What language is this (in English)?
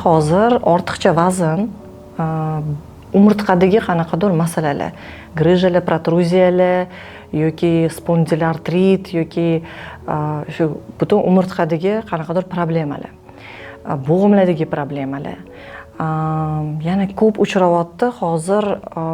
Uzbek